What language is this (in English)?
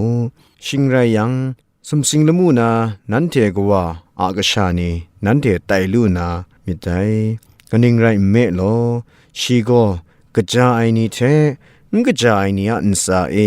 Kachin